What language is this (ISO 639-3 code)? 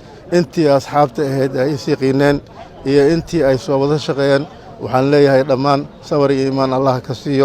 som